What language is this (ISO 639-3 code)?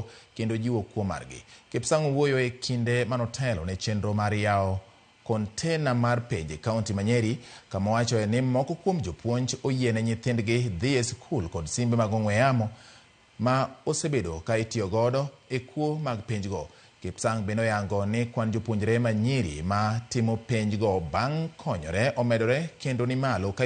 luo